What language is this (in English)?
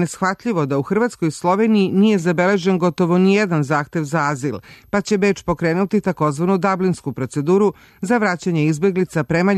Serbian